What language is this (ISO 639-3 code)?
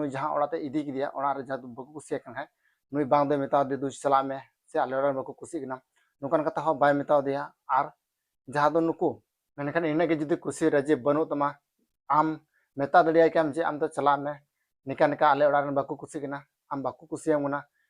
sat